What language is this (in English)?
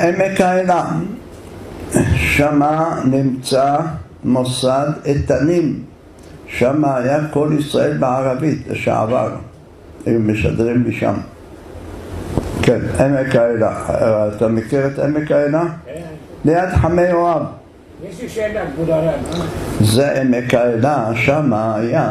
Hebrew